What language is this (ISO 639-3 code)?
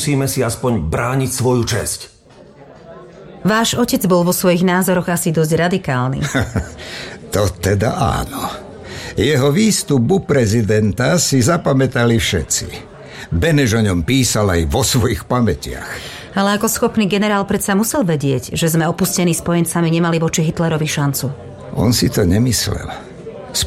slk